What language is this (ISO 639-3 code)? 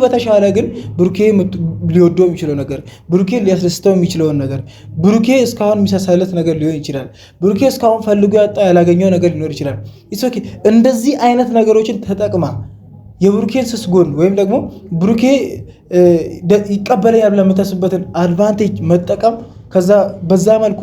amh